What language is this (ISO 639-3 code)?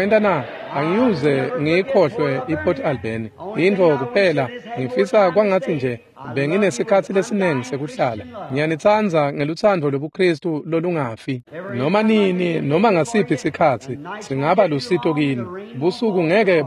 ssw